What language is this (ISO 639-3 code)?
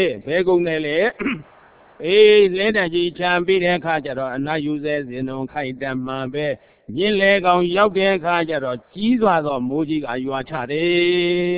mya